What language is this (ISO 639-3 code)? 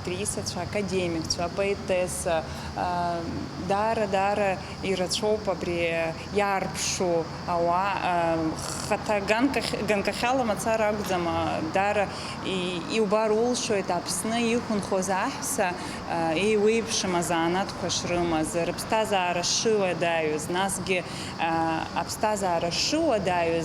abk